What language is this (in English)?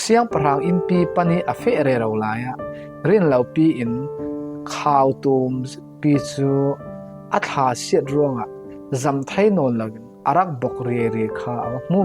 Falam Chin